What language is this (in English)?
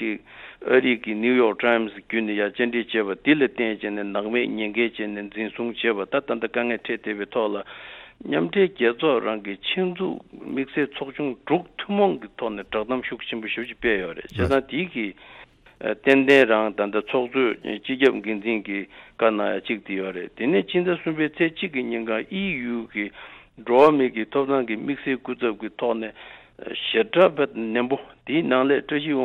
Tibetan